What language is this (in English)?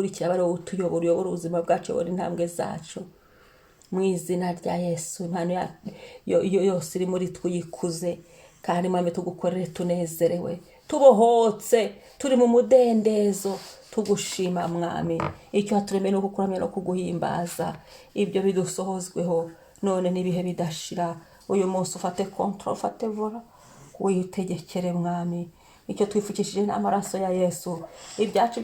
Kinyarwanda